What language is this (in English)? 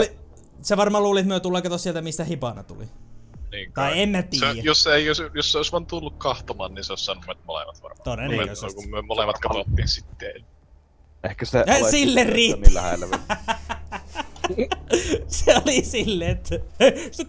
Finnish